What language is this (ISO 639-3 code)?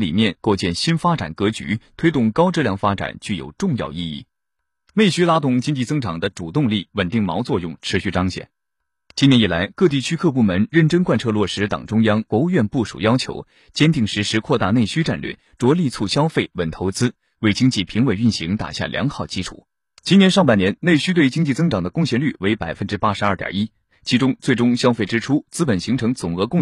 zho